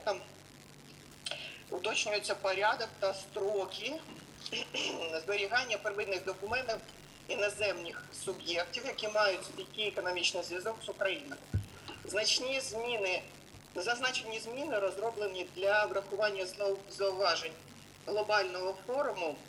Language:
Ukrainian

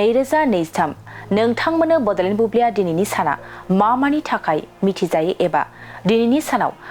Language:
Bodo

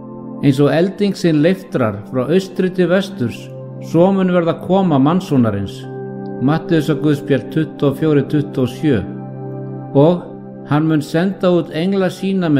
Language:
Icelandic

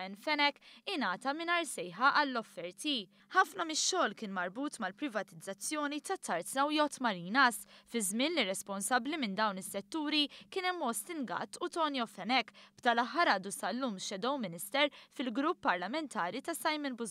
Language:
Maltese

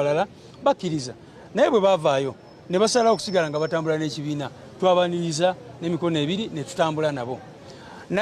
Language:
Ganda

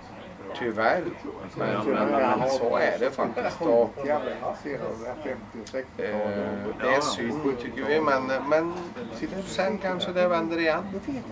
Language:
Swedish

